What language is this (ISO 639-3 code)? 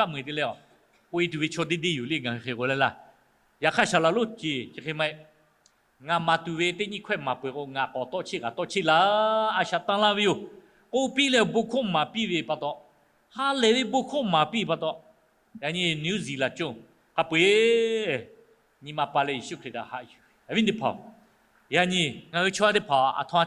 lhu